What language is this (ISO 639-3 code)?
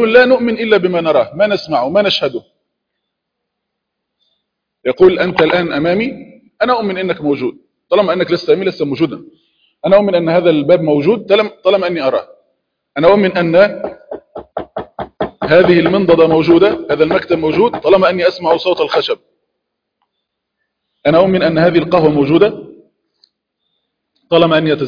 ara